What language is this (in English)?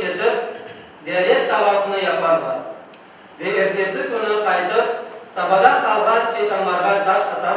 Crimean Tatar